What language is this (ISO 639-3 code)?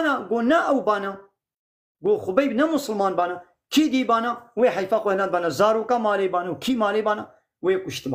kur